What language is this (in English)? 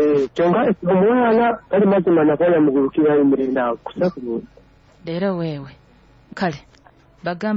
Nyoro